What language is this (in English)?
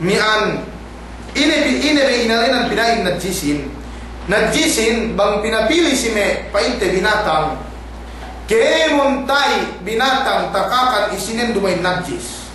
Yakan